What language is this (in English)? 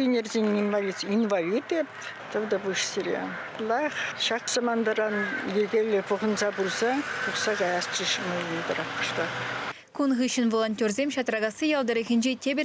Chuvash